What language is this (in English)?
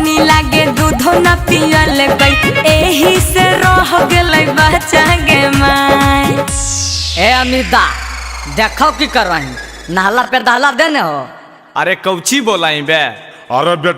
Magahi